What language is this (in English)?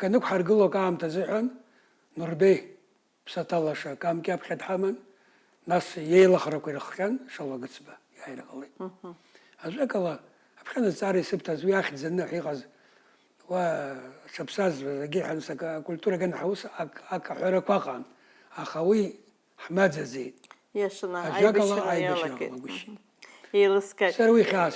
Abkhazian